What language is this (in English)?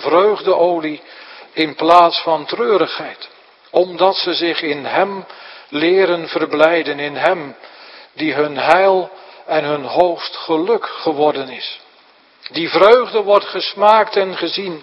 Dutch